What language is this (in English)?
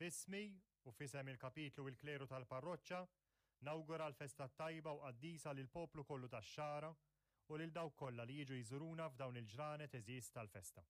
Maltese